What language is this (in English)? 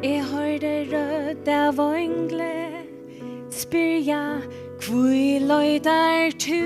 Faroese